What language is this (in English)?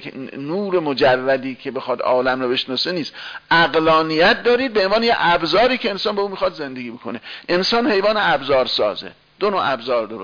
Persian